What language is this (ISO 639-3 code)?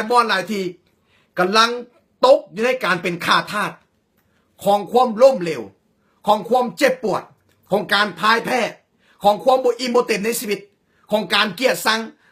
lao